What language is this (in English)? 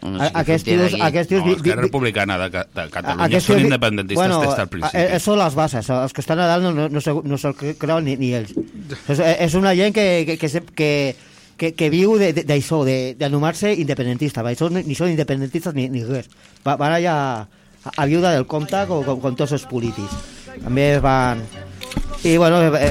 Catalan